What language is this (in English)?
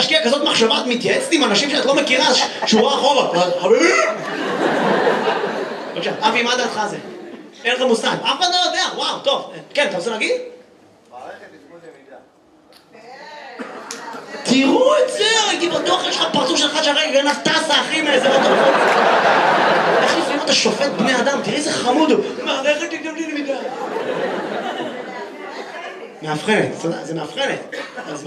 Hebrew